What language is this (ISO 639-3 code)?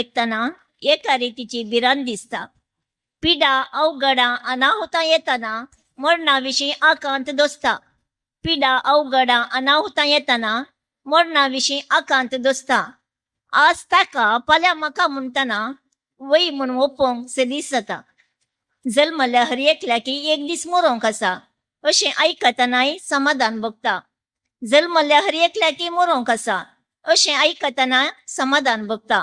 kok